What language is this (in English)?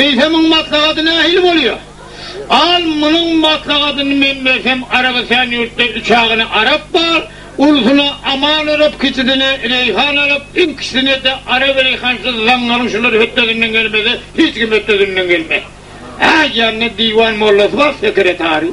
Turkmen